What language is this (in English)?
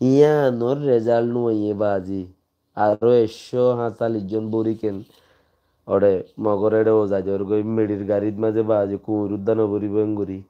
Rohingya